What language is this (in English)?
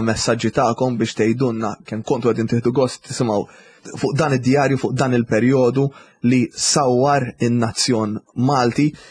Maltese